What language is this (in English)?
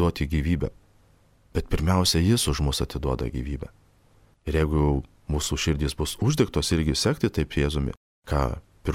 Lithuanian